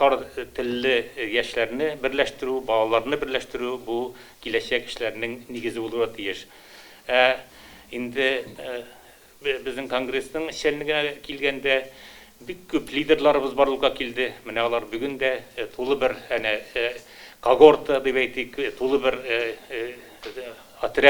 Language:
Tatar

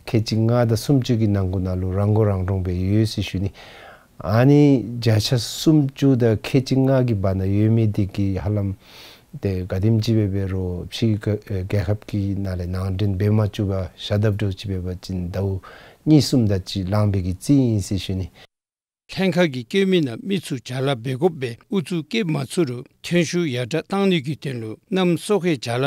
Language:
Dzongkha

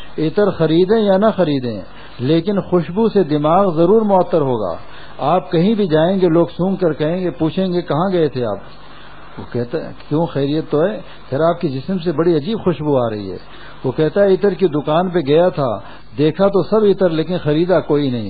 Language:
Urdu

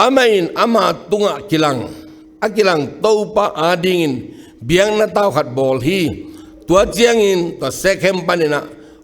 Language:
Tedim Chin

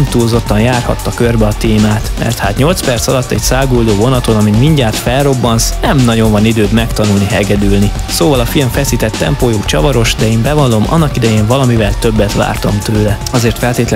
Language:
Hungarian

